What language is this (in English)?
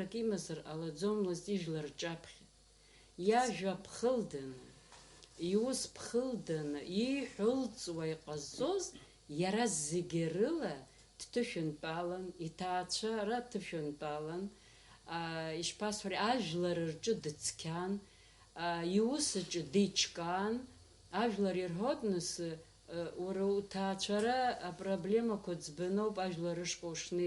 Abkhazian